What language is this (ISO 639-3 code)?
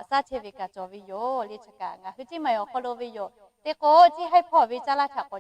lhu